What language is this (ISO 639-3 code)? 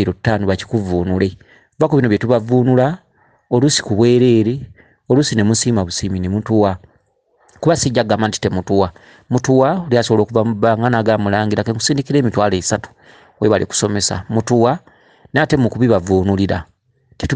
lug